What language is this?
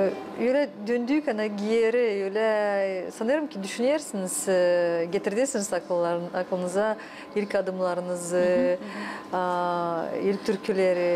Gagauz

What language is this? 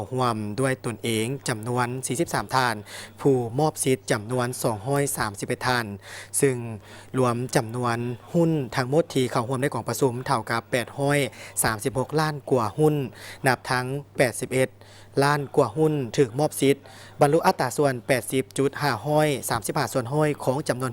Lao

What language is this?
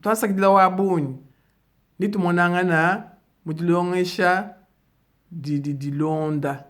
Luba-Lulua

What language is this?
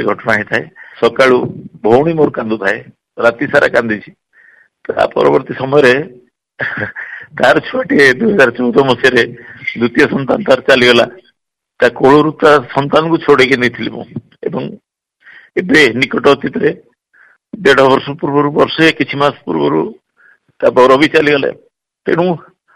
Odia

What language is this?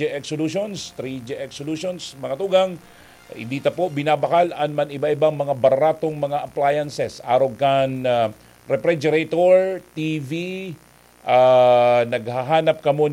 Bikol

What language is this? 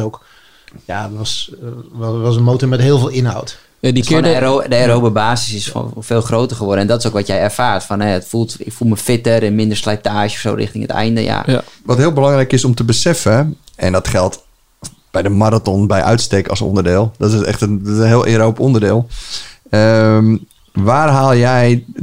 Dutch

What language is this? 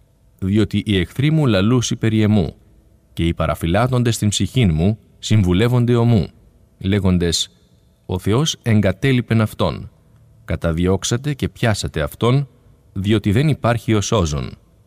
Greek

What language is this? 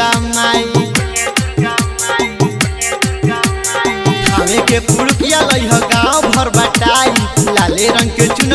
Bhojpuri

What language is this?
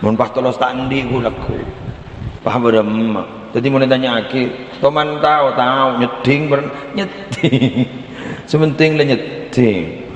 Madurese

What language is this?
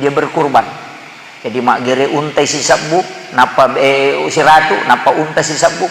Buginese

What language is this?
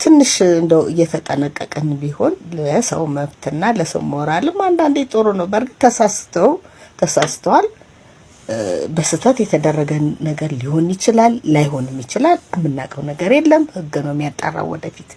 Amharic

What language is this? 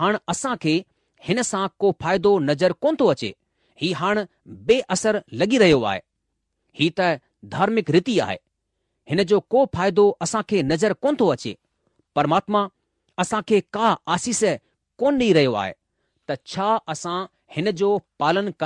Sindhi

